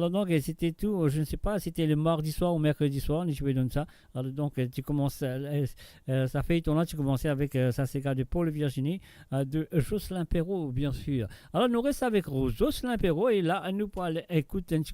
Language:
Morisyen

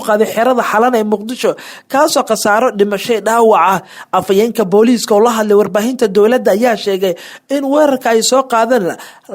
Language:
Somali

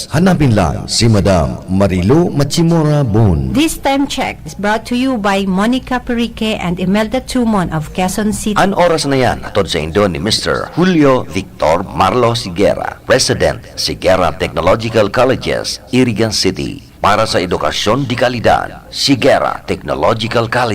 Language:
Bikol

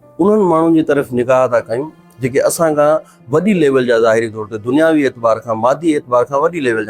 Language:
Sindhi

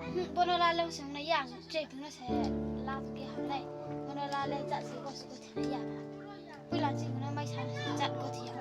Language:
Riang (India)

